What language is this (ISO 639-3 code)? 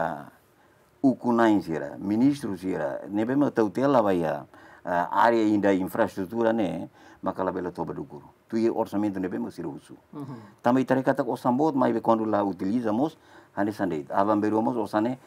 tet